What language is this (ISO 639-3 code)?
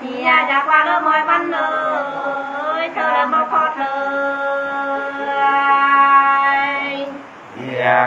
nut